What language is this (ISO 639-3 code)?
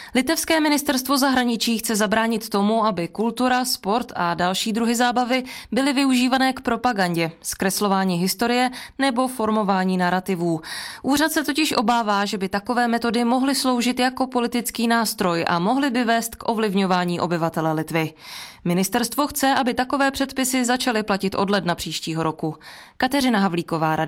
ces